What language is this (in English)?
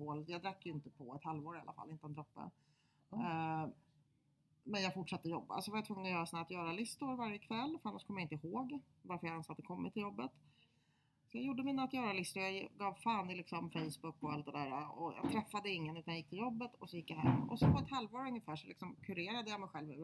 Swedish